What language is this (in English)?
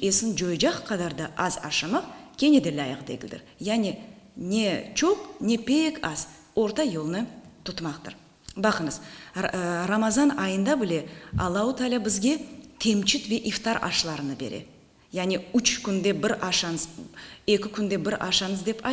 Crimean Tatar